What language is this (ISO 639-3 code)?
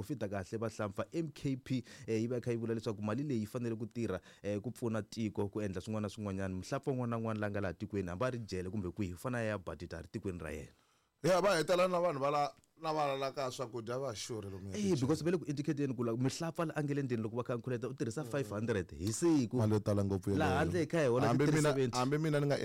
tso